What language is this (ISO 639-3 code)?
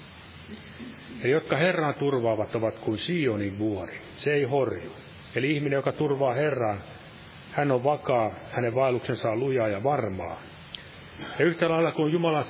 fin